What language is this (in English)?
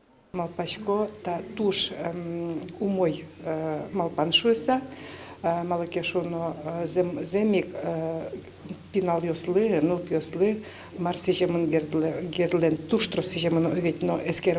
Udmurt